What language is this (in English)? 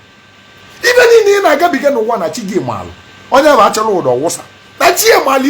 Igbo